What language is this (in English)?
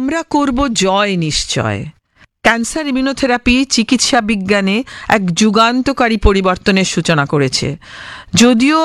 Bangla